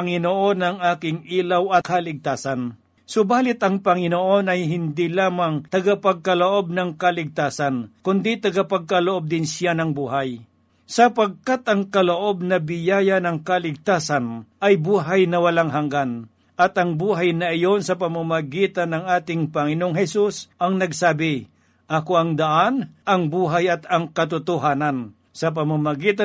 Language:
Filipino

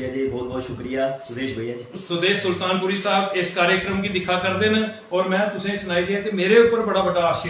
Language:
Dogri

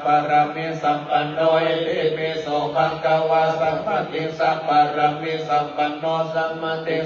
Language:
Pali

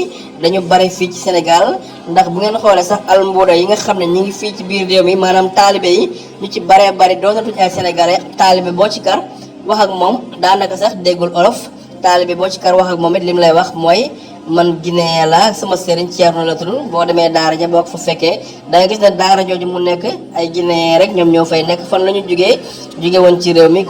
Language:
Wolof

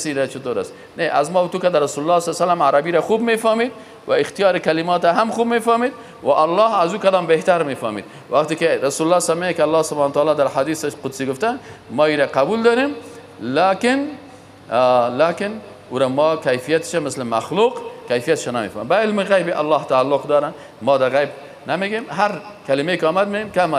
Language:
Persian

